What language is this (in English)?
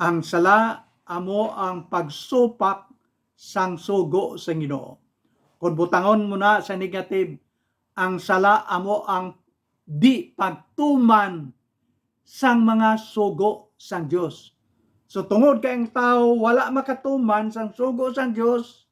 Hiligaynon